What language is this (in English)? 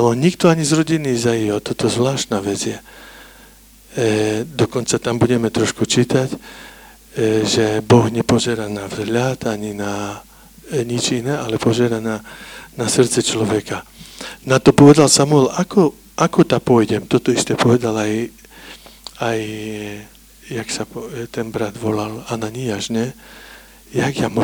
Slovak